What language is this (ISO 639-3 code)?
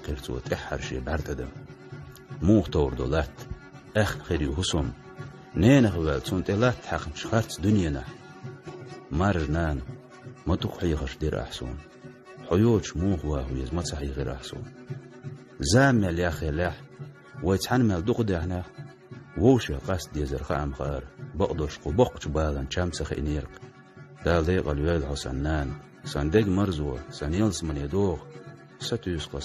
che